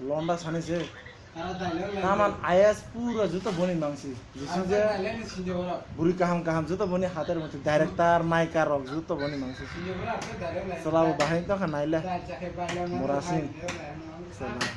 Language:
Kok Borok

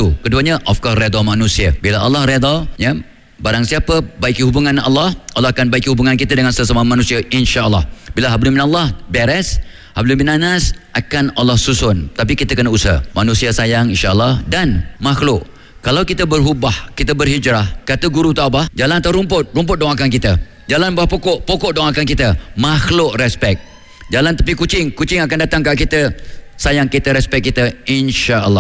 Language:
Malay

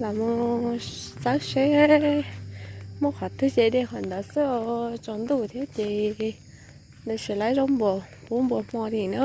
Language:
Hmong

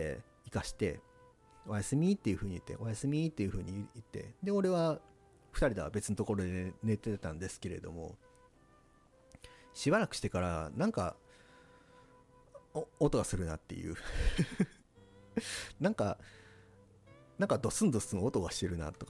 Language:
Japanese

